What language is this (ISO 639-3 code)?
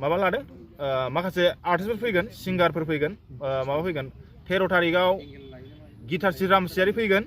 brx